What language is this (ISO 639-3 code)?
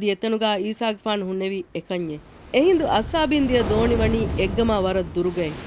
div